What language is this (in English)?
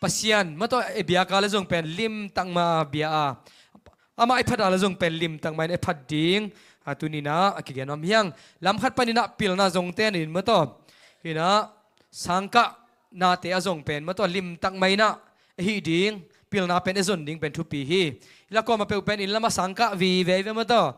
Tedim Chin